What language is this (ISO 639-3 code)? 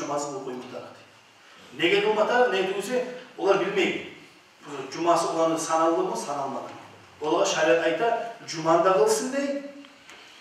kum